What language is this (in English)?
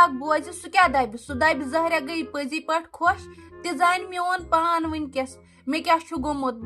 Kashmiri